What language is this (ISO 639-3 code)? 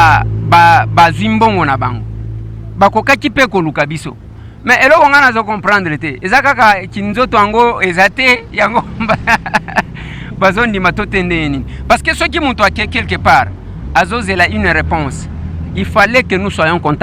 lin